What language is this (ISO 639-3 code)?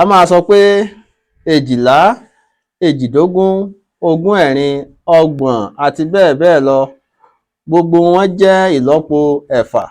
yor